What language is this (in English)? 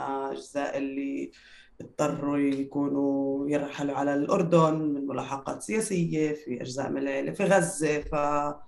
North Levantine Arabic